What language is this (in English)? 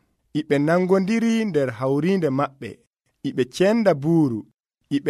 Nigerian Fulfulde